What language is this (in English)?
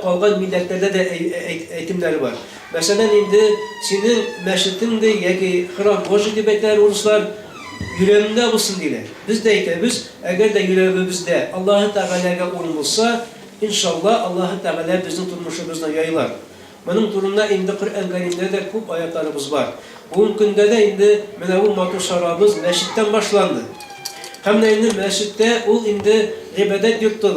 Bashkir